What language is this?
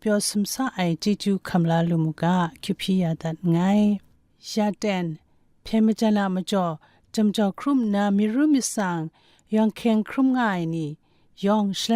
Kachin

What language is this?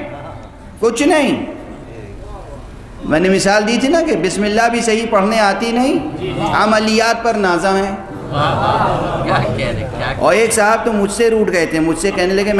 Urdu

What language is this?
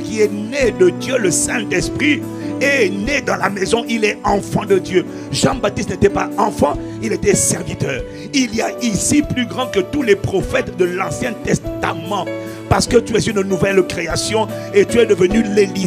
French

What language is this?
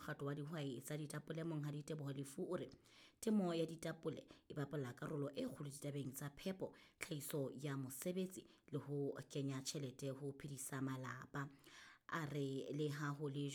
Southern Sotho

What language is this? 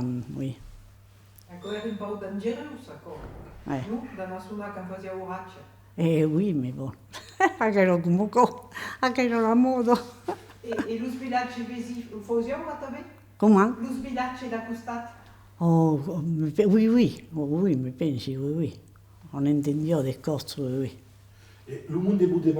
Occitan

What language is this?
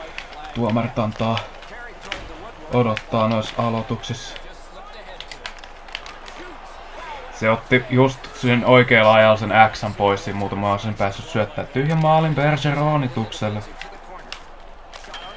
Finnish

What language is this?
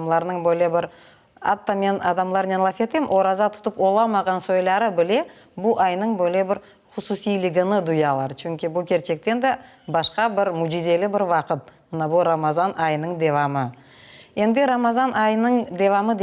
Crimean Tatar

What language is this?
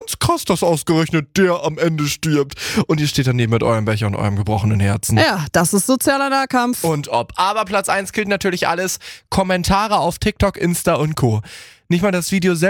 German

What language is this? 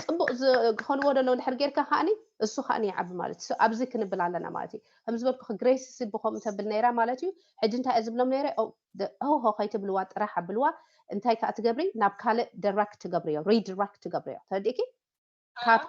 Tigrinya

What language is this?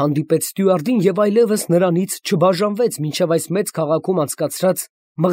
Armenian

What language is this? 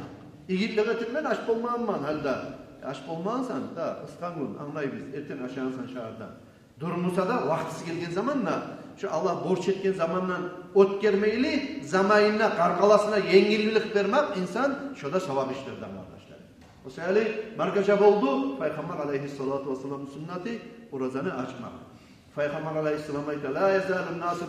Kumyk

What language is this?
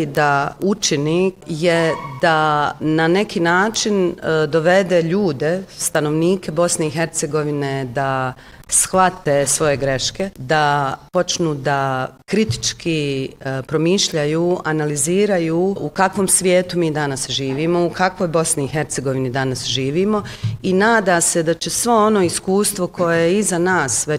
Bosnian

